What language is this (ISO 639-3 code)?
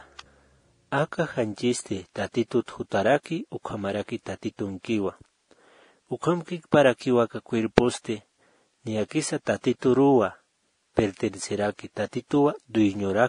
aym